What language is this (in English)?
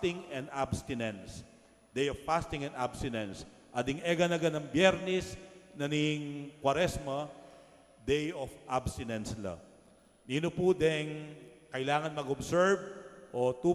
Pampanga